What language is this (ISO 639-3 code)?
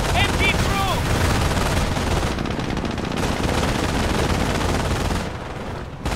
eng